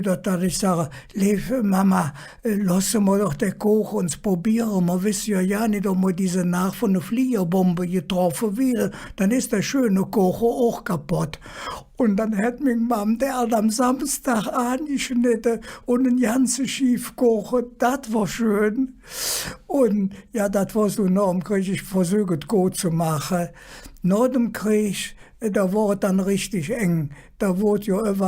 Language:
Colognian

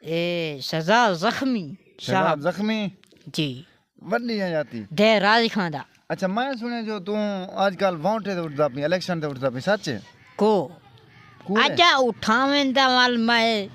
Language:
Saraiki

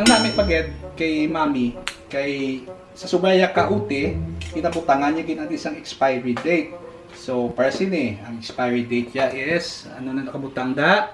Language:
Hiligaynon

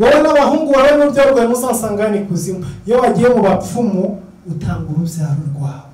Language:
Kinyarwanda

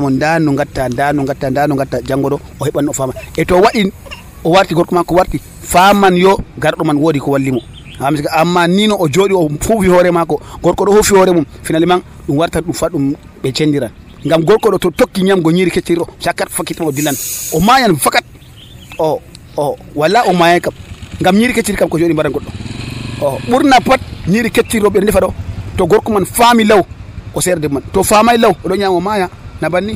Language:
Nigerian Fulfulde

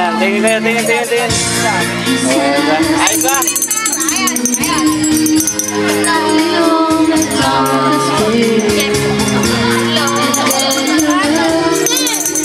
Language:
Filipino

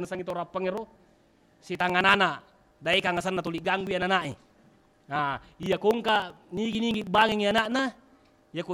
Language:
Buginese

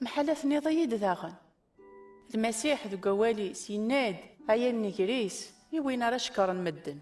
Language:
Kabyle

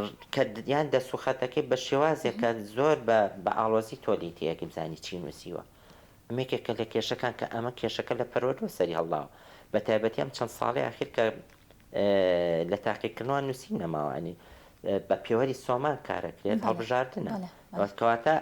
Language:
Central Kurdish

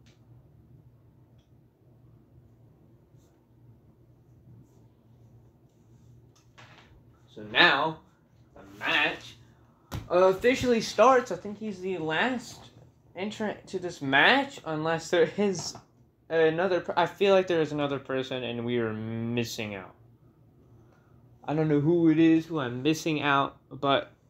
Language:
English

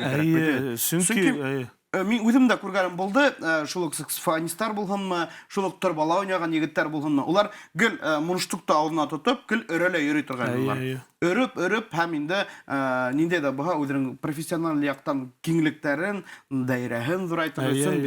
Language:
Bashkir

